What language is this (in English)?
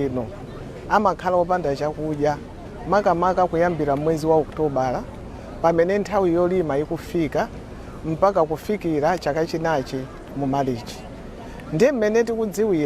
Nyanja